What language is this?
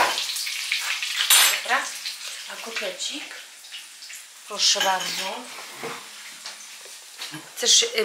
Polish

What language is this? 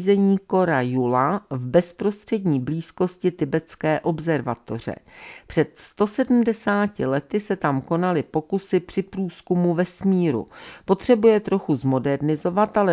Czech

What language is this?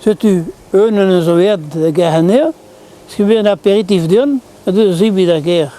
Breton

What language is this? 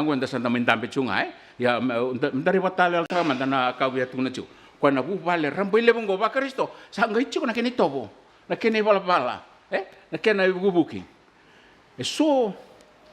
Fijian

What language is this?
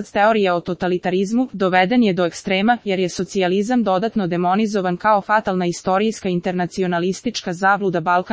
Serbian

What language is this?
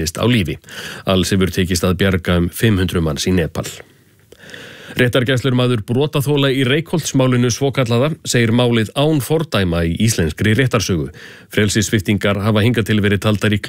Icelandic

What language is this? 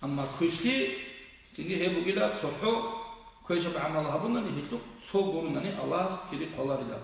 Avaric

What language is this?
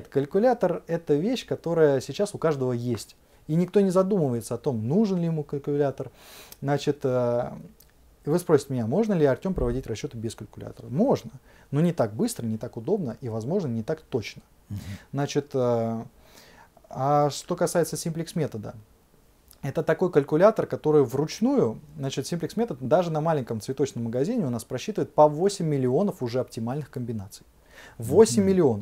Russian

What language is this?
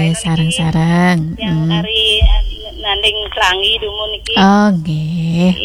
Balinese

